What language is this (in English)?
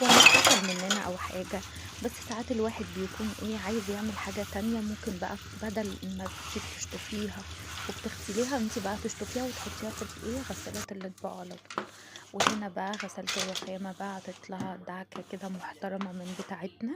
Egyptian Arabic